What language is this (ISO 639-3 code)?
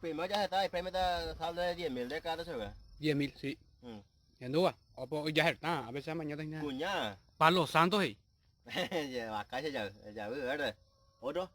grn